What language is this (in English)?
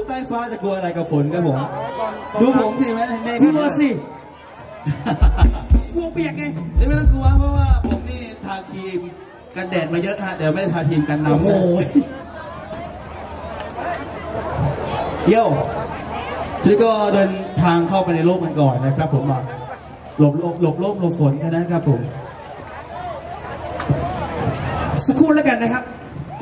Thai